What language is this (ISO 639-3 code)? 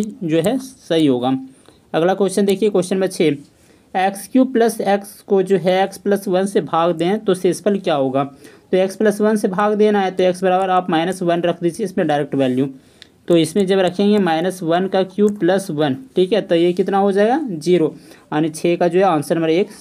hin